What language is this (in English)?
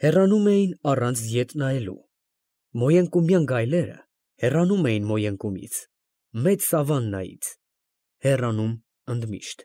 Armenian